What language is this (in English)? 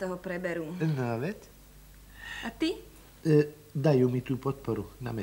Slovak